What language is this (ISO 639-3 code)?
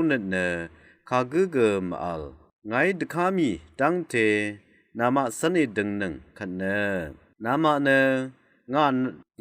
raw